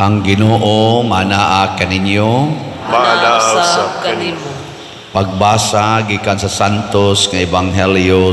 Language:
Cebuano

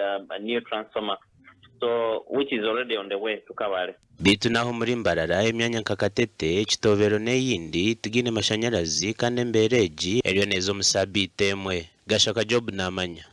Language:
Nyankole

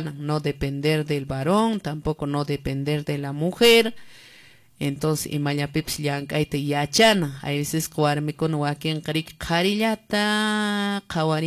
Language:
Quechua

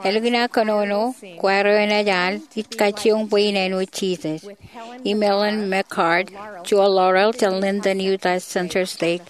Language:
Marshallese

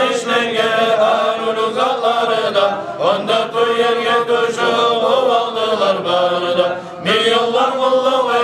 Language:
Kumyk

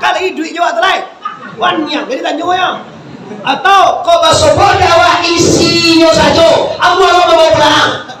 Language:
Minangkabau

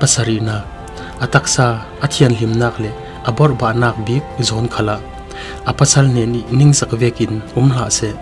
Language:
Falam Chin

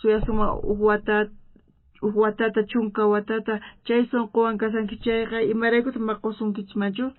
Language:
South Bolivian Quechua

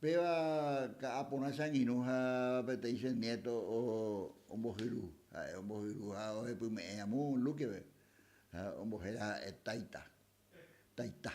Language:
Guarani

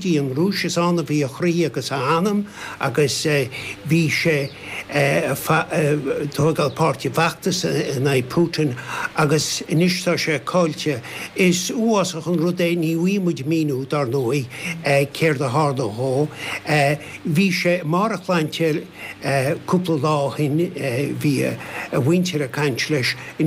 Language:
Irish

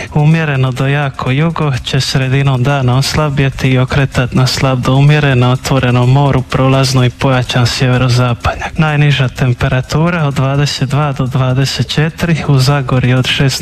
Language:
Croatian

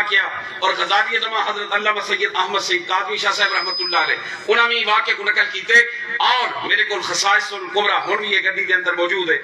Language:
Saraiki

